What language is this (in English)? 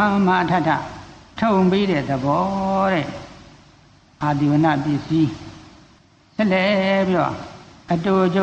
Burmese